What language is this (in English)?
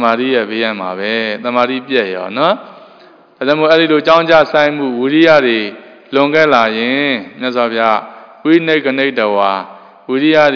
Burmese